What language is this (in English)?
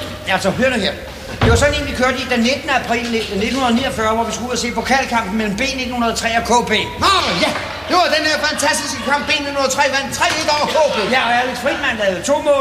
Danish